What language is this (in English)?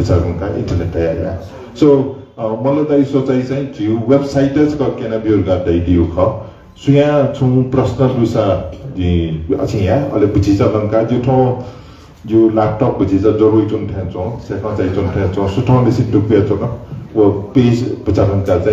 Newari